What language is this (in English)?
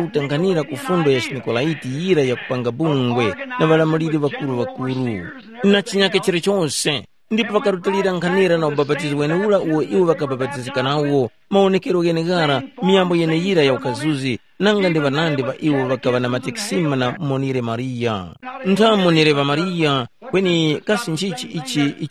Tumbuka